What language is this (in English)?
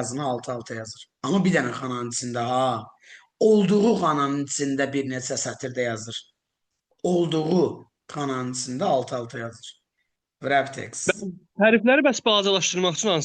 Azerbaijani